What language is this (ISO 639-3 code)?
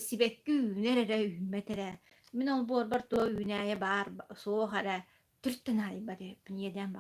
sah